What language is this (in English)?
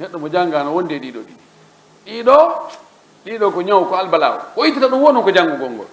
Fula